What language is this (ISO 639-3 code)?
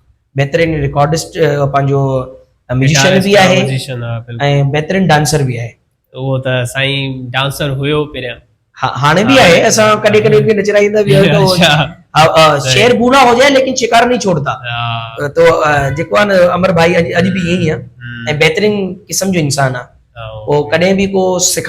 snd